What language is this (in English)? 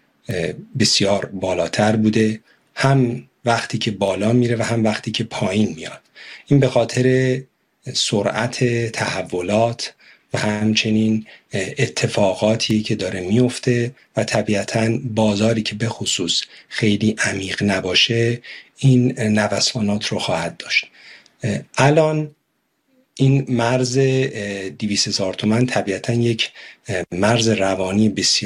Persian